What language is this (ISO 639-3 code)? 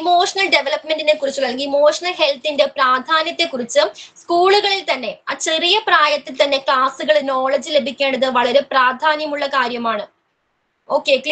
mal